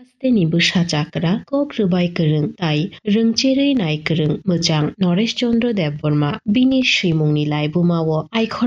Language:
Kok Borok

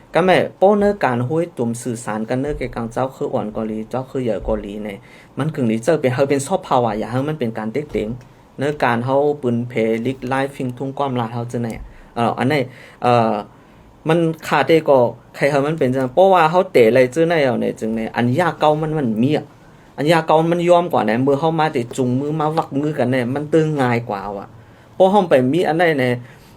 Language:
Shan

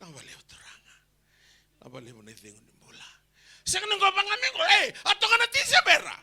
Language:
Fijian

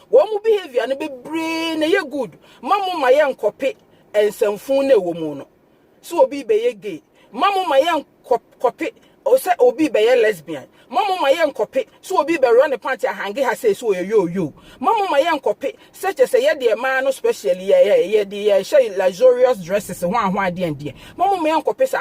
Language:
Akan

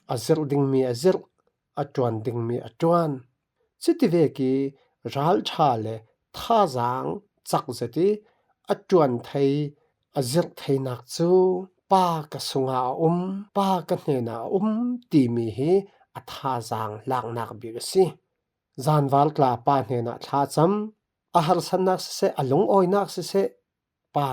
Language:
Falam Chin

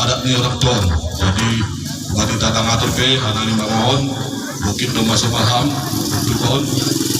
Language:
Batak Simalungun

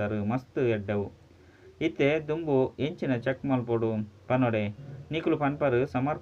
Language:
Tulu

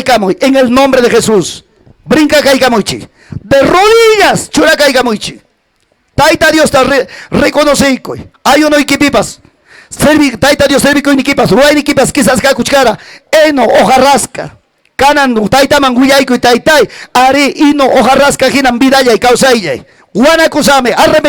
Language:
Ayacucho Quechua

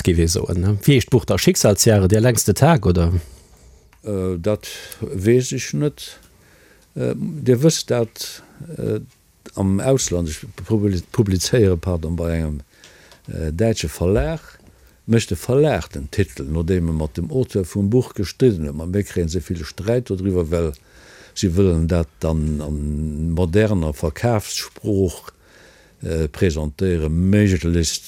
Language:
Luxembourgish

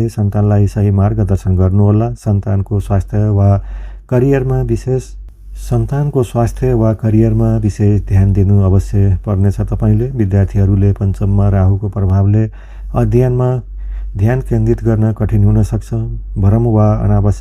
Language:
Nepali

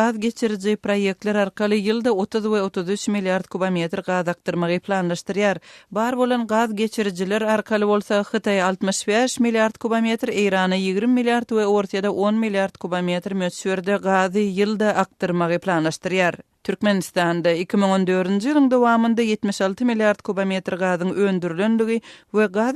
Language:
Turkmen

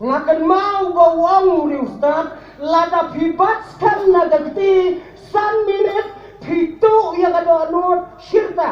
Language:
Khasi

